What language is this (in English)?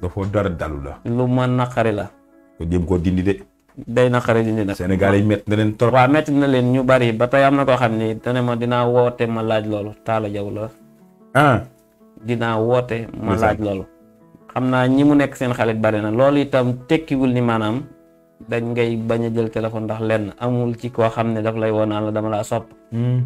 Wolof